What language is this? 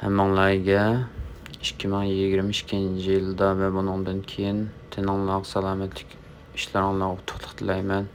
Uyghur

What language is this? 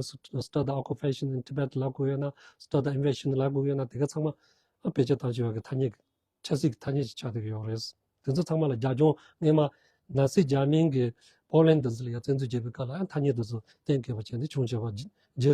Tibetan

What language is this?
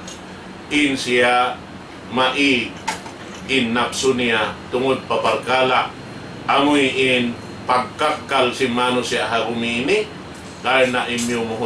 Tausug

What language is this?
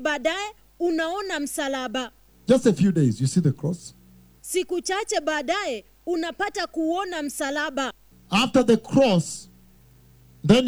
Swahili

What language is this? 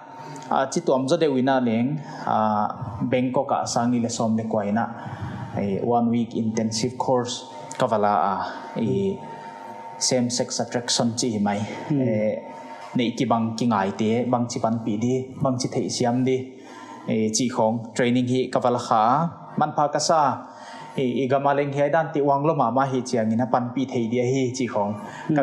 Paite Chin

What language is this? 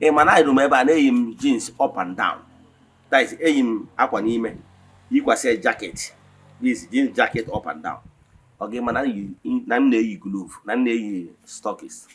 Igbo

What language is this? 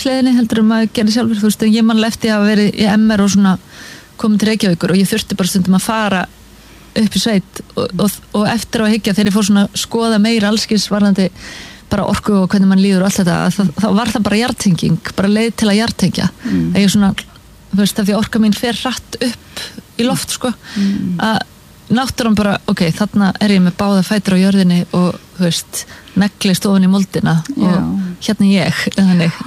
Icelandic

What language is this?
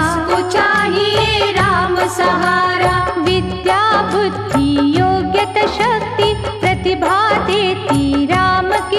Hindi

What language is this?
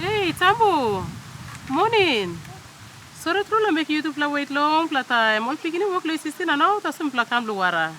Tok Pisin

